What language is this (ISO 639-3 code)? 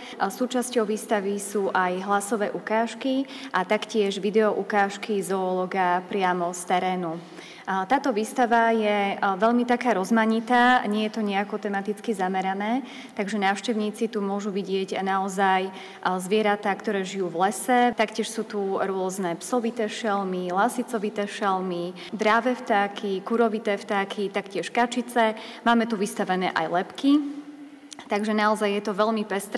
slk